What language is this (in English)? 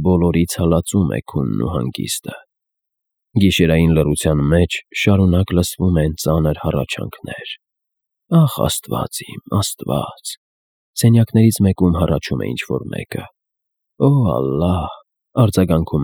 Armenian